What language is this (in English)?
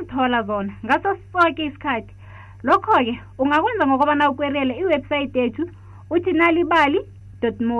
South Ndebele